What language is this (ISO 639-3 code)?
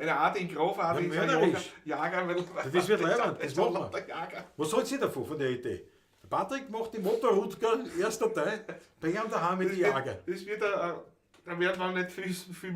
bar